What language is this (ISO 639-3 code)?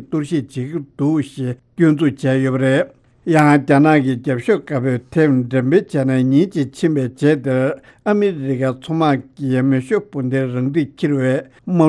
bod